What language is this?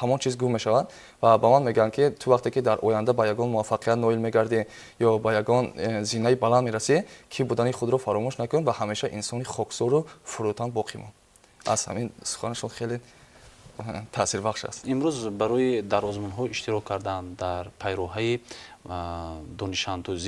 Tajik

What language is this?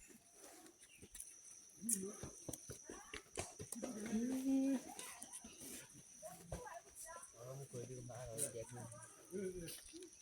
S'gaw Karen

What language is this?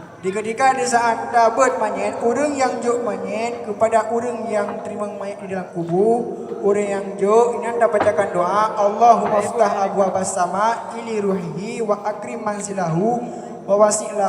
Achinese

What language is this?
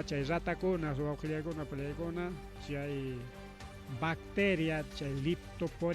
Ayacucho Quechua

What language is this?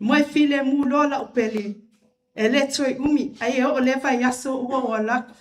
Samoan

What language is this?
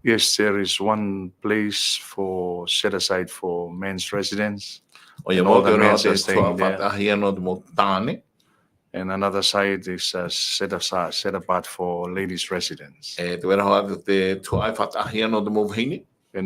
Tahitian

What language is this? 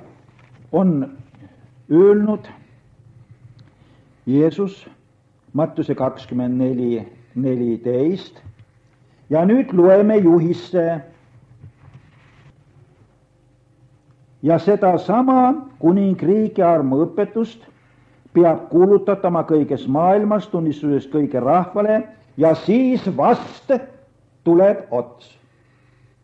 Estonian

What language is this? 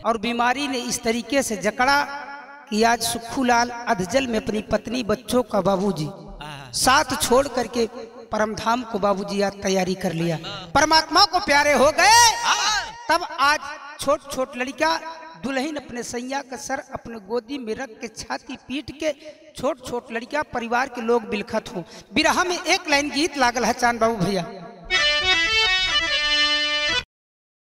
Bhojpuri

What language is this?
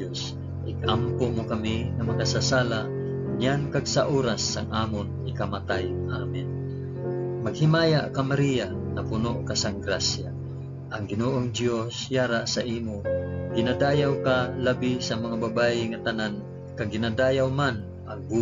Hiligaynon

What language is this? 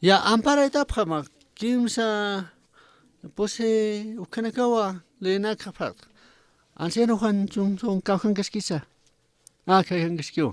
Aymara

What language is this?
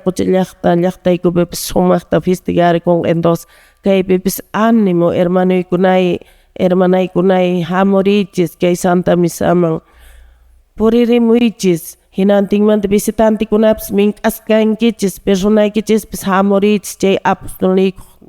Quechua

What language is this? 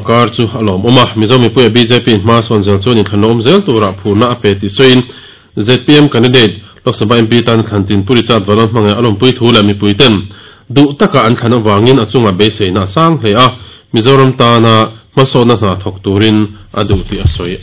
Mizo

